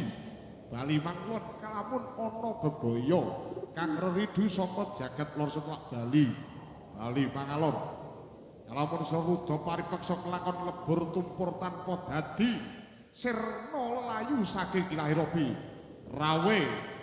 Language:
Javanese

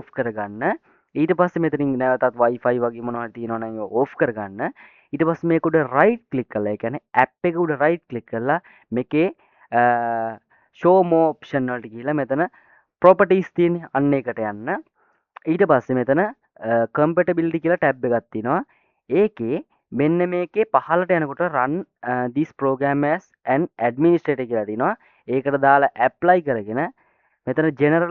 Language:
Sinhala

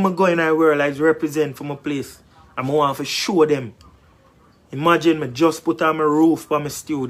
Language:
Jamaican Creole English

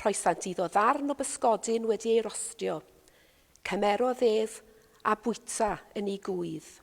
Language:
Welsh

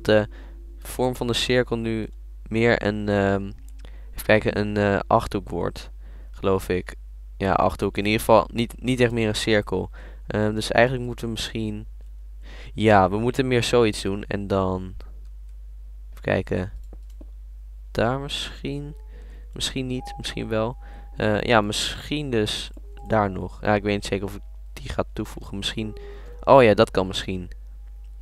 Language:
Dutch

